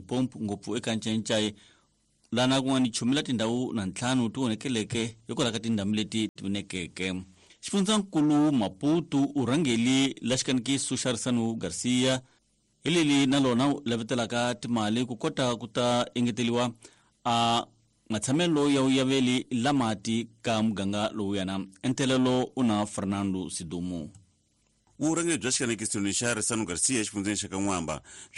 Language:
Tsonga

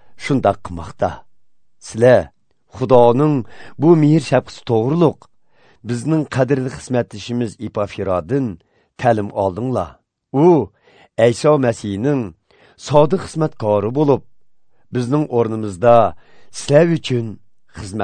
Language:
Uyghur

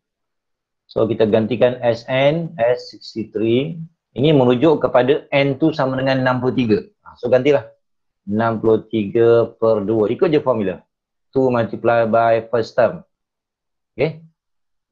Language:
Malay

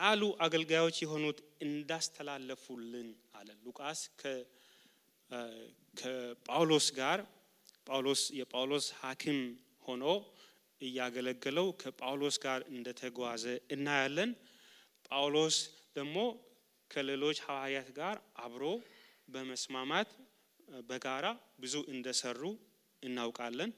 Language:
Amharic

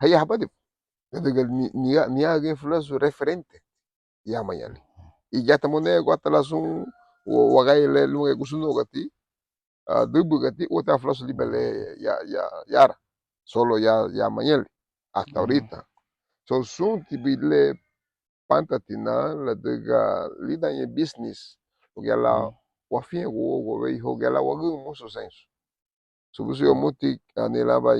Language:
Garifuna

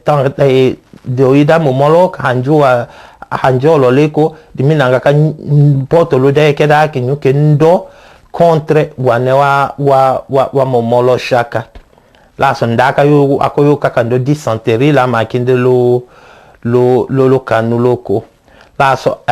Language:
Tetela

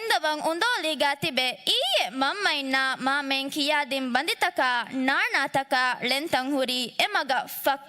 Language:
Divehi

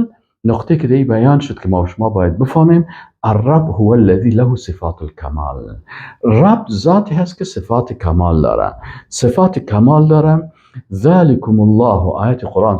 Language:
Persian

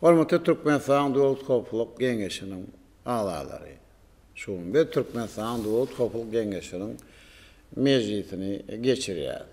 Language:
Turkmen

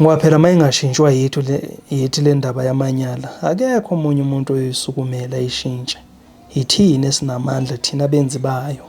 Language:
Zulu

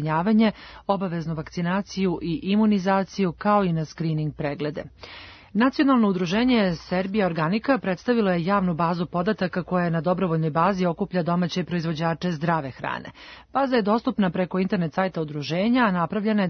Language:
Serbian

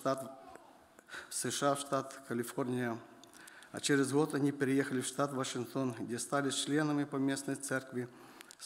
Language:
Russian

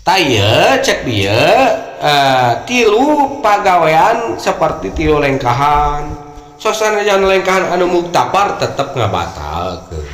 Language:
Sundanese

